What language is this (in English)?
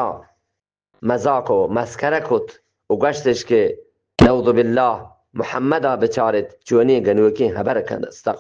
Eastern Balochi